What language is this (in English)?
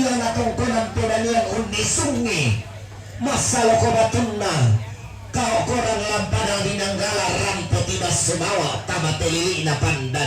Toraja-Sa'dan